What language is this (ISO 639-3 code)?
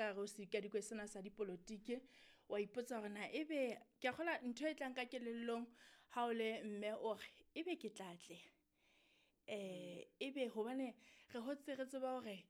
sot